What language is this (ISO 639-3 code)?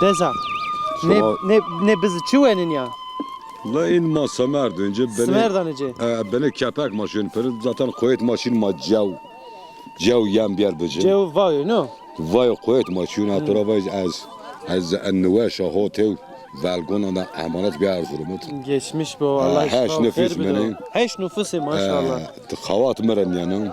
zza